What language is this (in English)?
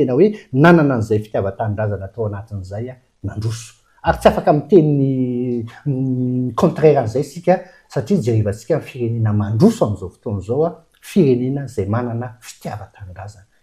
Malagasy